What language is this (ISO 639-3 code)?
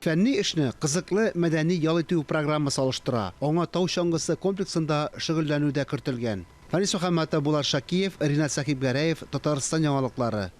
tat